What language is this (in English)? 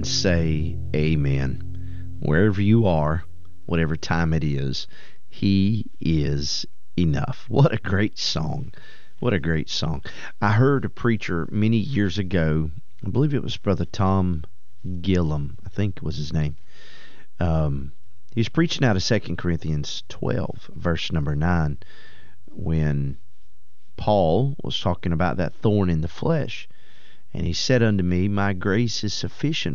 English